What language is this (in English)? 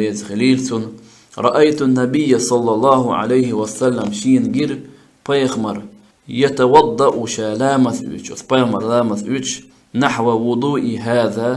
Chechen